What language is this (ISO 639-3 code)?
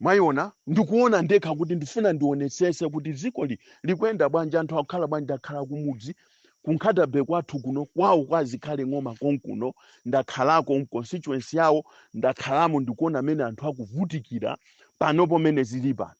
nya